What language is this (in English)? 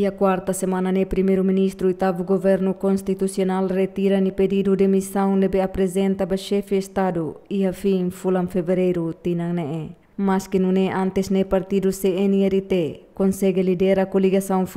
Tetum